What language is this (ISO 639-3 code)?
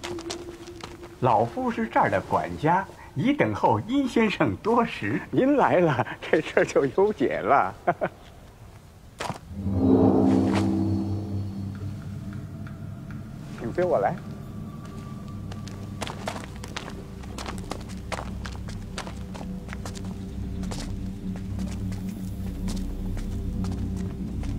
zho